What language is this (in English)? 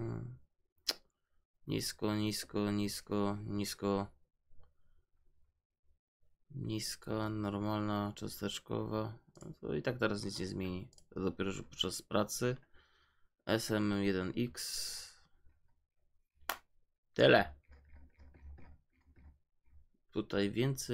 Polish